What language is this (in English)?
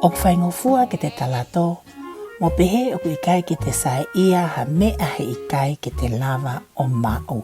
Tongan